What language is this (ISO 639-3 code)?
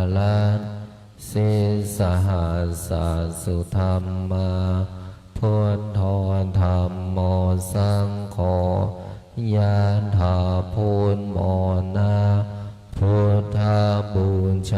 pli